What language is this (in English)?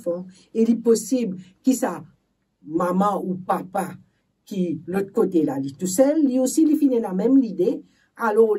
Morisyen